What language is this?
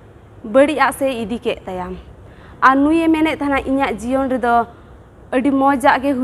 Santali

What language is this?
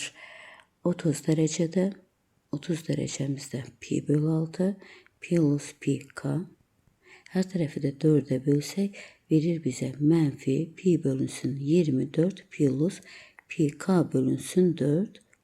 Azerbaijani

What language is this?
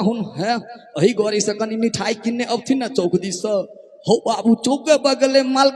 Maithili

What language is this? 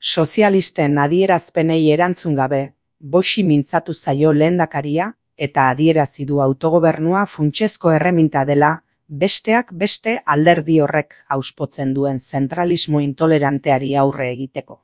Basque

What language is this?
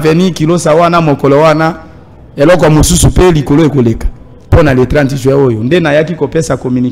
Lingala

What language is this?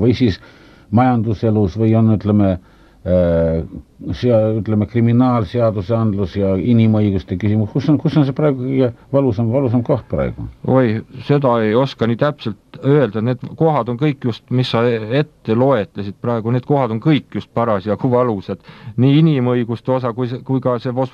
Estonian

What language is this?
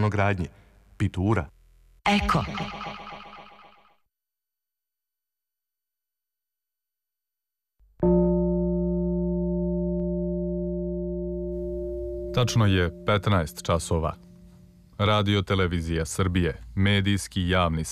Serbian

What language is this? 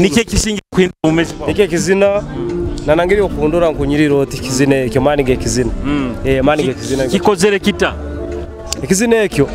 Nyoro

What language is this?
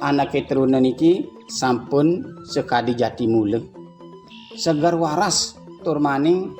Balinese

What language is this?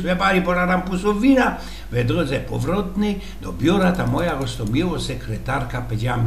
Silesian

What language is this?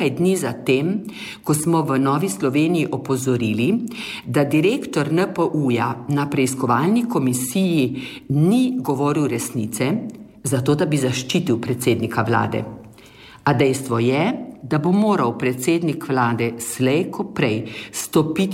Slovenian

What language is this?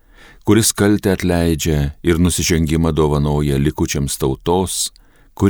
Lithuanian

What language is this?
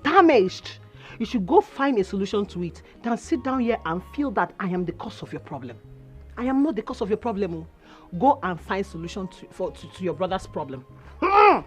Nigerian Pidgin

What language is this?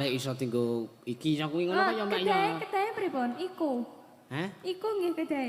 Javanese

